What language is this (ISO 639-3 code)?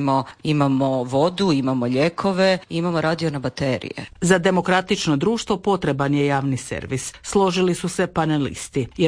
hrv